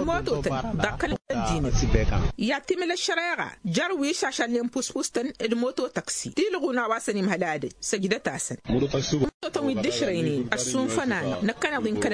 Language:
Tamasheq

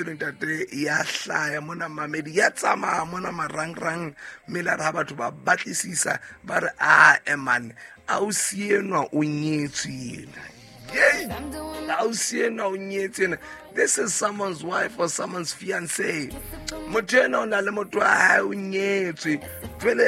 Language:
Southern Sotho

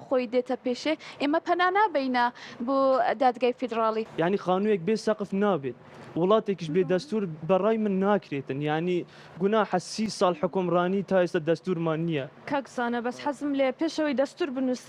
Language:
Central Kurdish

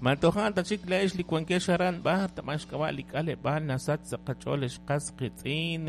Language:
Kekchí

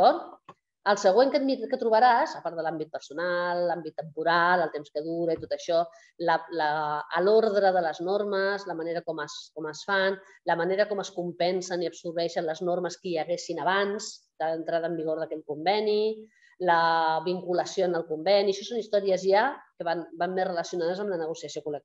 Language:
Catalan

